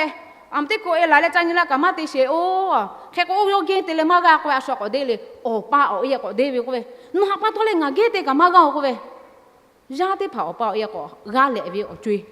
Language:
Lahu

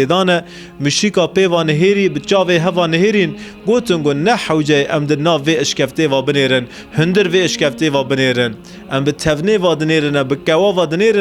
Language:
Kurdish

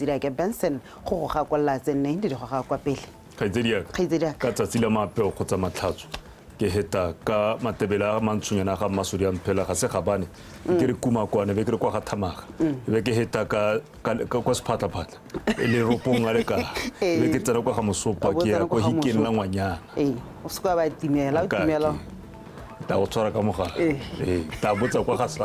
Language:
Tswana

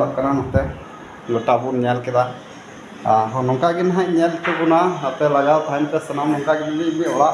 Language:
Santali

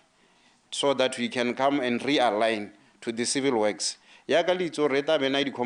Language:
Tswana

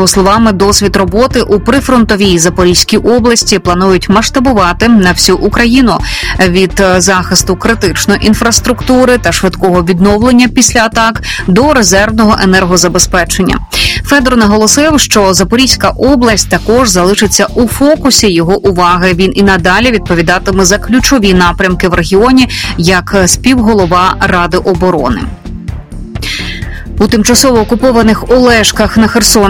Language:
Ukrainian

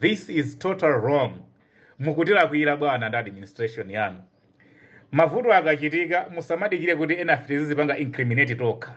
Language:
Nyanja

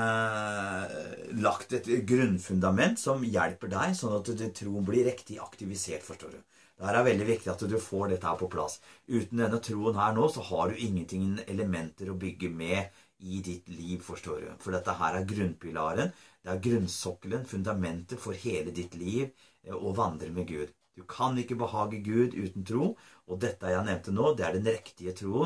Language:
Norwegian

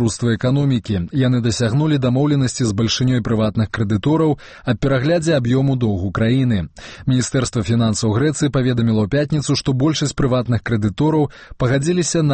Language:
Belarusian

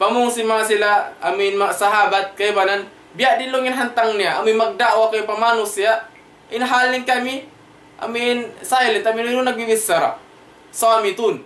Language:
Tausug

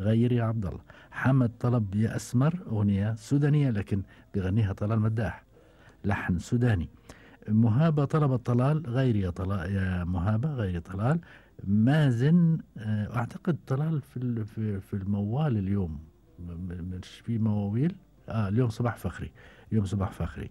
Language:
Gulf Arabic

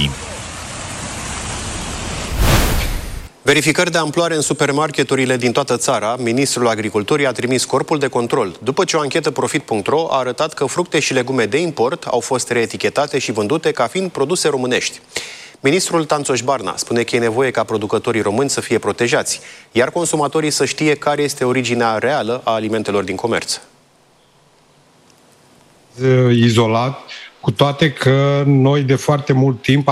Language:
Romanian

